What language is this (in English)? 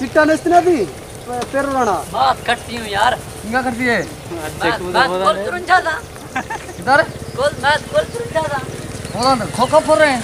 Saraiki